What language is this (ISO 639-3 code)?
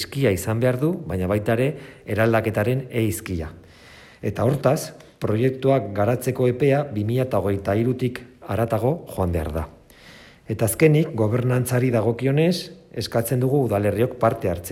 eus